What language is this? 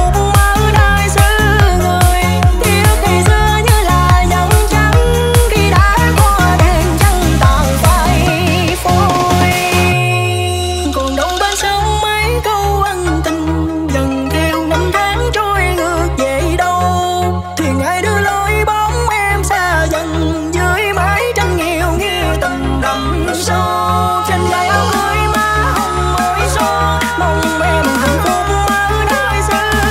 Vietnamese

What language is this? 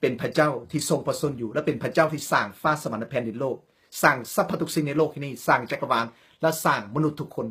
Lao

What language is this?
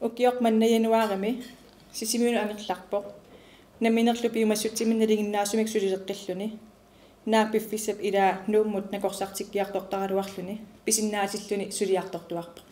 Kalaallisut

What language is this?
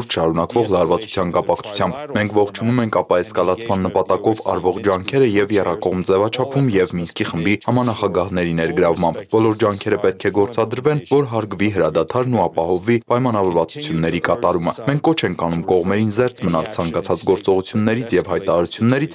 Armenian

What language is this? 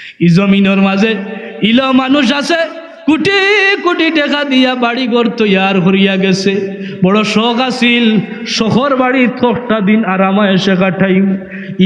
Sylheti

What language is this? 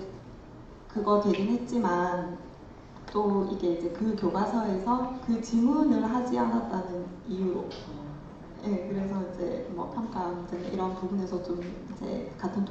Korean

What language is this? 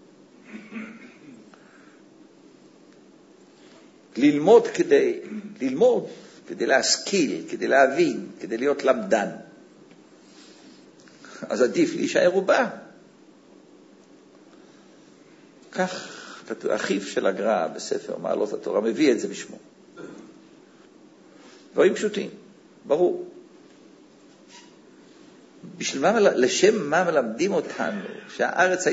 Hebrew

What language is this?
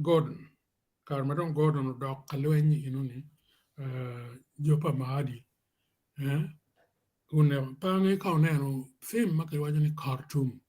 Acoli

